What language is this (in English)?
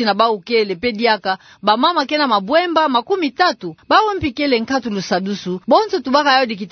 Kituba (Democratic Republic of Congo)